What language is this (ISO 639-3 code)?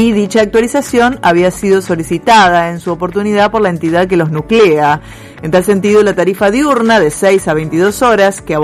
spa